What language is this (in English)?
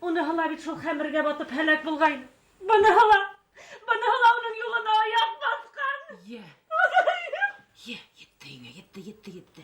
Bashkir